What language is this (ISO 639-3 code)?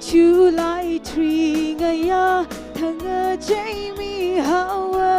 nmf